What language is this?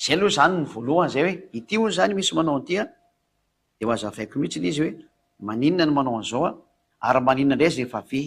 Malagasy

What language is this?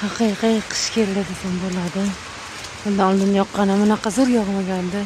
Uzbek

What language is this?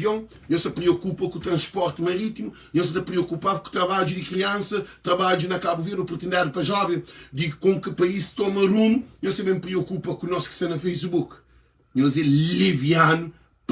Kabuverdianu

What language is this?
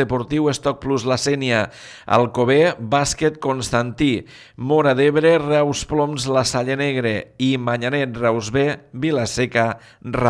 Catalan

